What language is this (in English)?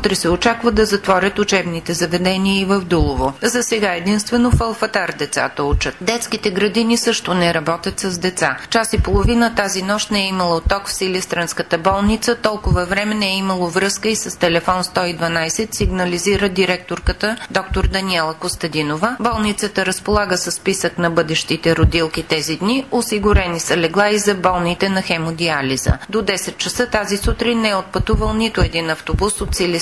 Bulgarian